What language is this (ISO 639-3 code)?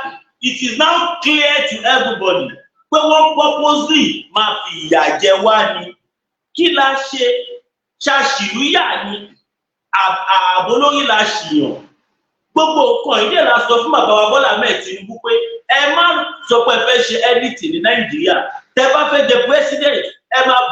yor